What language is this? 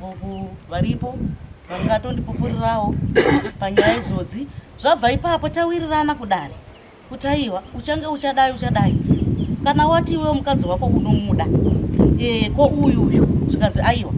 Shona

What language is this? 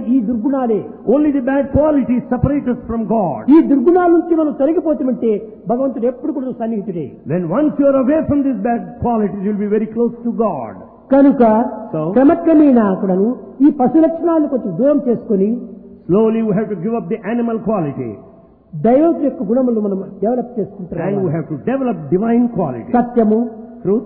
Telugu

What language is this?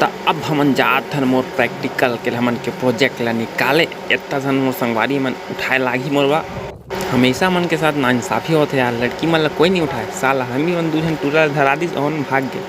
Chhattisgarhi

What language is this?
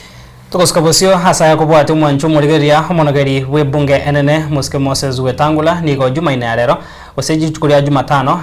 Gusii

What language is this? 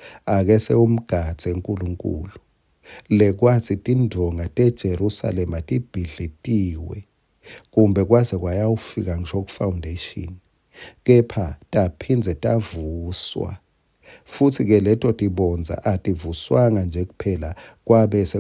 Swati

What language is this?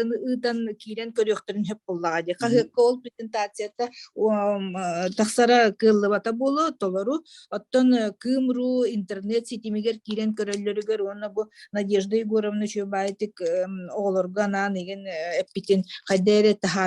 Yakut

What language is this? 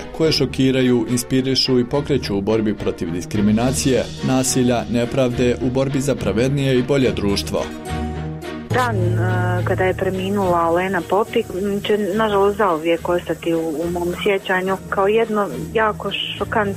Bosnian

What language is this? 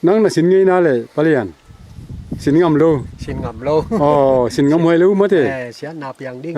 Tedim Chin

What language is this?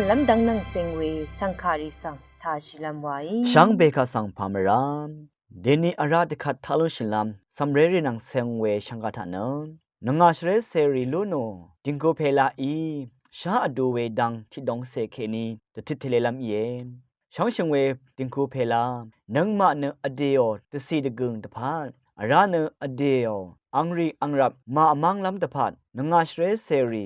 Rawang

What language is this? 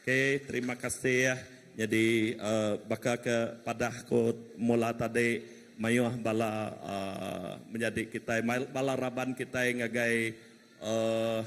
Iban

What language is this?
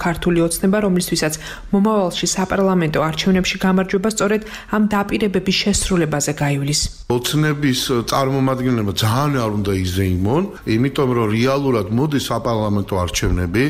Georgian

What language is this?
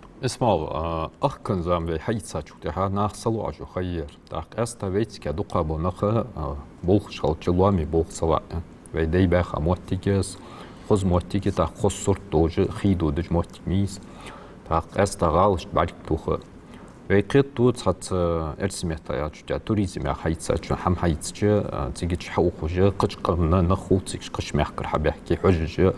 Ingush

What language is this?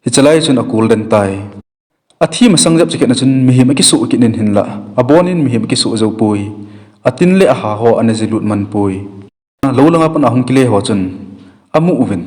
Thado Chin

